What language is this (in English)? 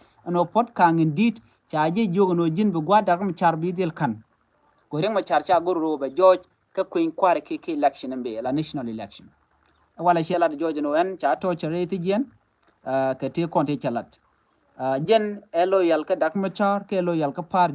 Nuer